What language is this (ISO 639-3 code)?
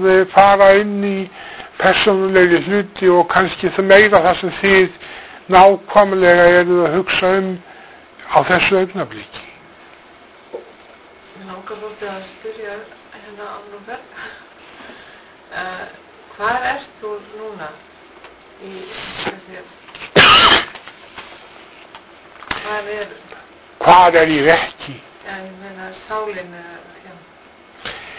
isl